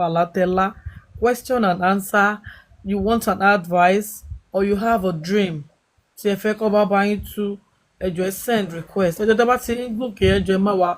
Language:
Yoruba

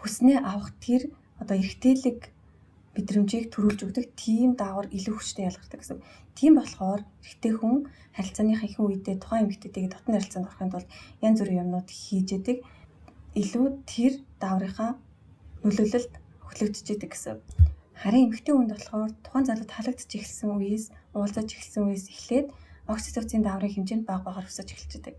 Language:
Mongolian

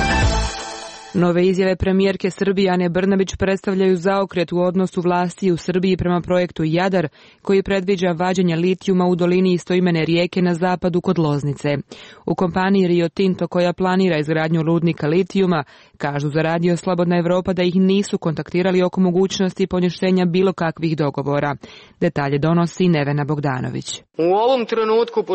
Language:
Serbian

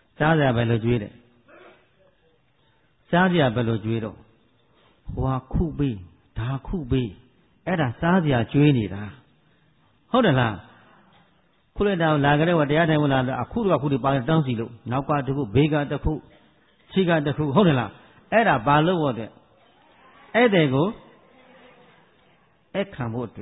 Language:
Burmese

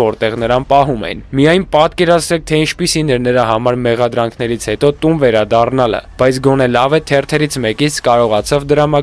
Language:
Armenian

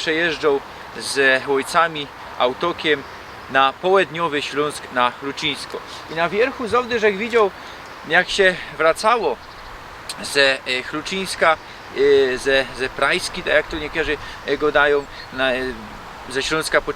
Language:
Silesian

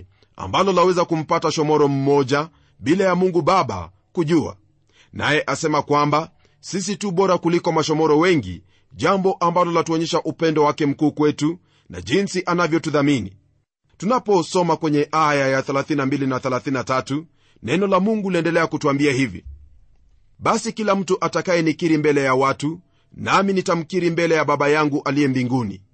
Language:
Swahili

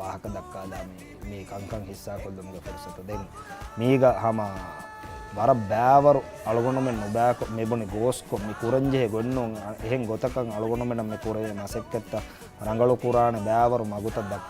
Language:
Divehi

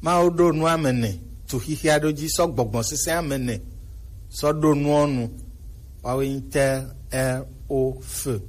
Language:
Gen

